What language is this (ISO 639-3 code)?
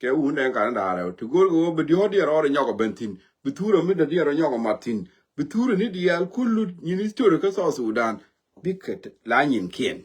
nus